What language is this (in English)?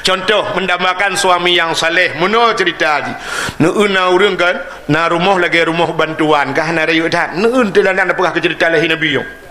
Achinese